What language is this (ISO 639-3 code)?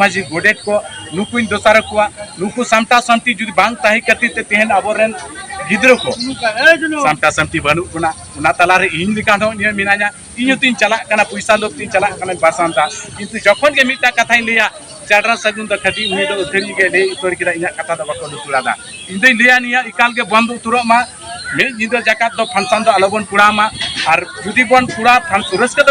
sat